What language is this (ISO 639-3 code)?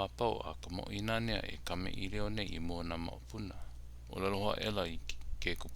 haw